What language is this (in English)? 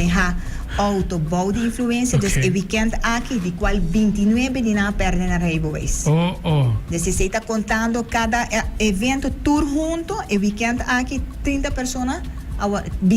Papiamento